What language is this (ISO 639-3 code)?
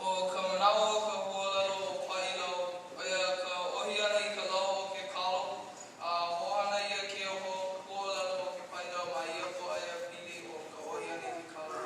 haw